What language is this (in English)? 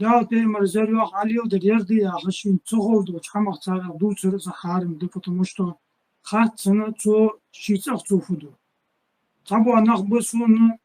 Ingush